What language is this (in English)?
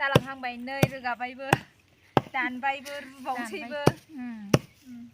Bodo